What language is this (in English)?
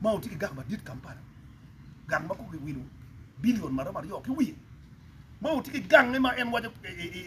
Acoli